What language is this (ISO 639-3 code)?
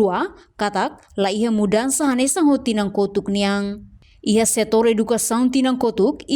tet